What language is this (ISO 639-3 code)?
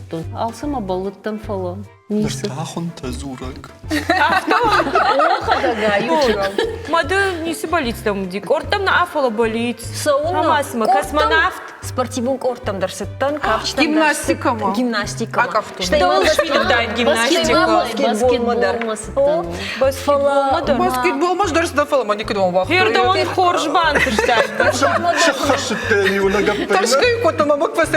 oss